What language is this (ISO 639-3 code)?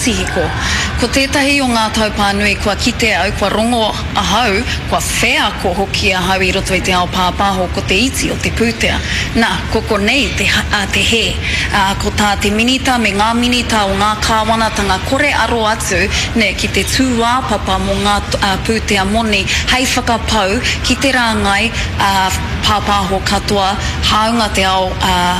mri